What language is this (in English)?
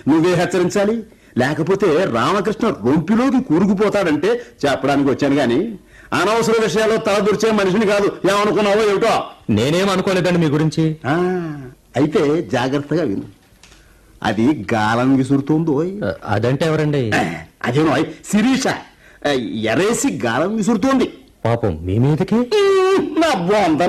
Telugu